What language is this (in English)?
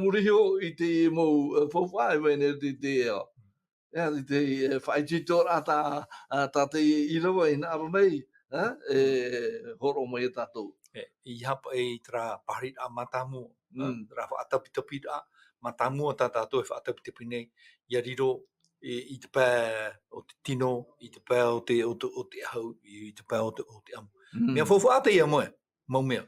Tahitian